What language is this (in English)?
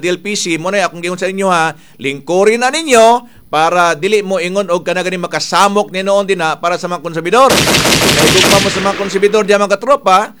Cebuano